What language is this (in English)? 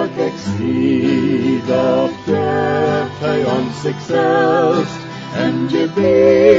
Plautdietsch